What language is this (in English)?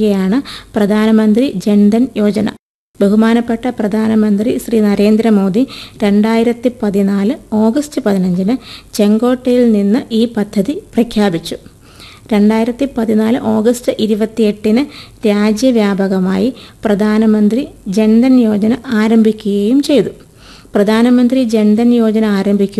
Malayalam